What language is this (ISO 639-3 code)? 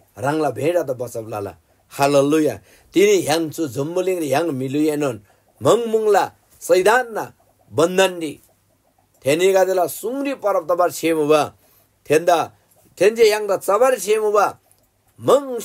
taj